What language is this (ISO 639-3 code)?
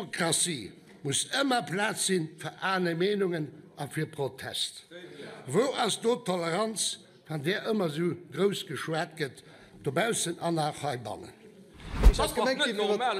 ltz